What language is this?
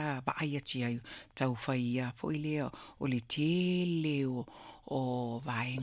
Samoan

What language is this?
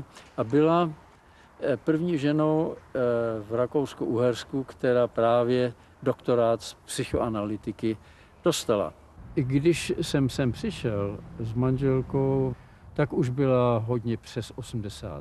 Czech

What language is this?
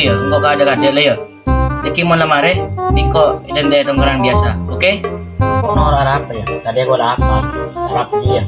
Madurese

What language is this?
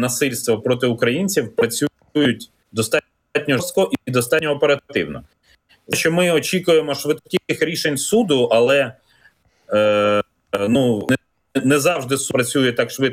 Ukrainian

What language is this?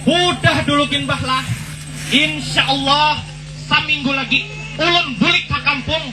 Banjar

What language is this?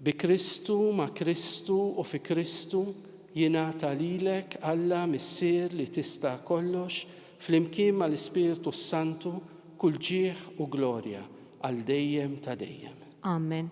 Maltese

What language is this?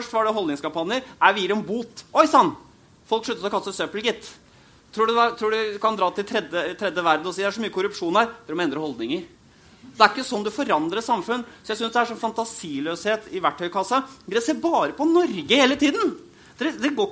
Norwegian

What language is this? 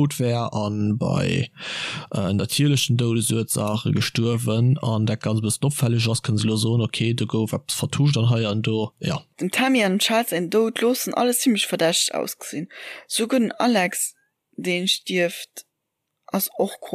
Luxembourgish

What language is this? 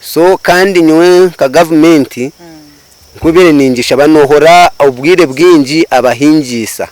Nyankole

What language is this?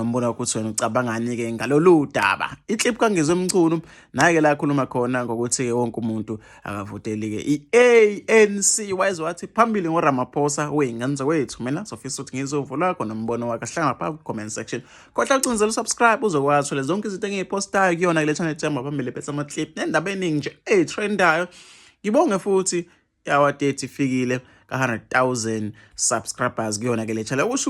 Zulu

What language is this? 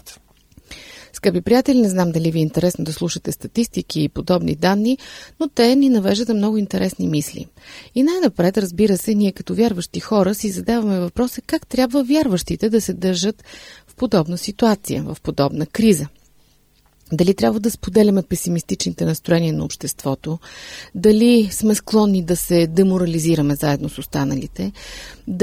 Bulgarian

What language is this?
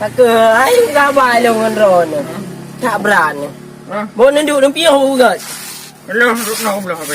Achinese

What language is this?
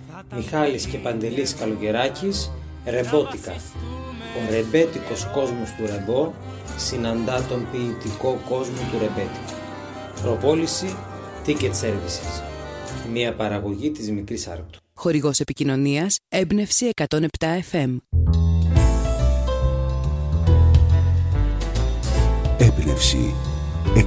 Greek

